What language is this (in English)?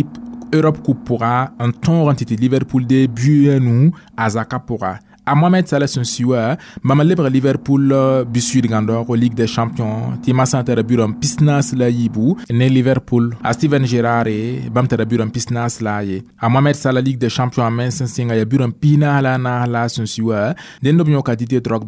Mossi